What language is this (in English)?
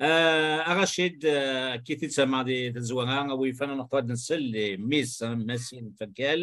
Kabyle